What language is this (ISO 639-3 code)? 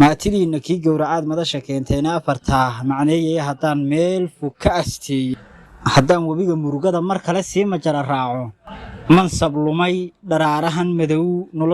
som